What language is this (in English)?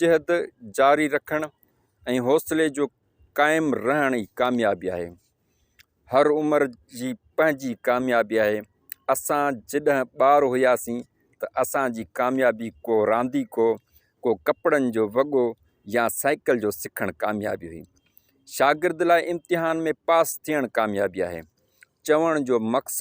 Sindhi